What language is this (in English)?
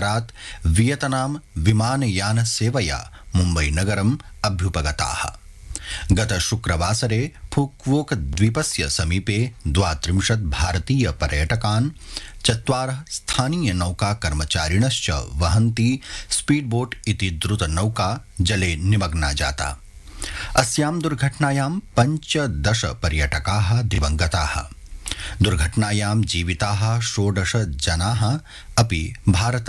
Sanskrit